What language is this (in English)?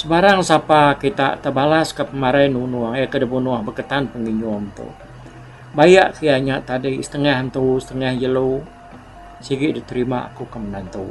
Iban